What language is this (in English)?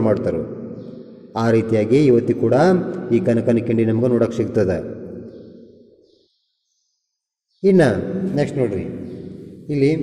Kannada